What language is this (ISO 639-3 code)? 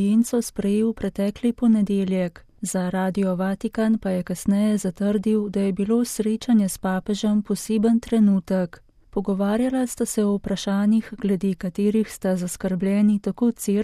slv